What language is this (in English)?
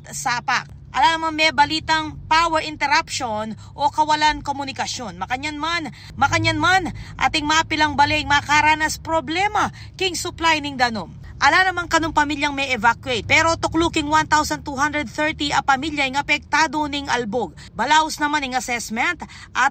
Pampanga